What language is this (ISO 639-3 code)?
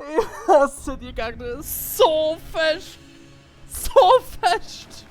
gsw